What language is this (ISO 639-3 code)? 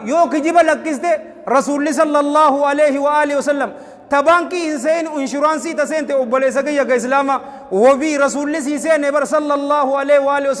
orm